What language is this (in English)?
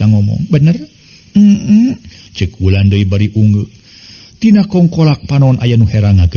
Sundanese